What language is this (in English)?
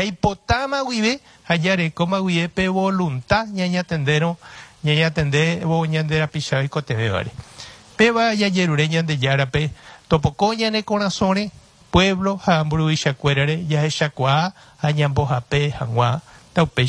Guarani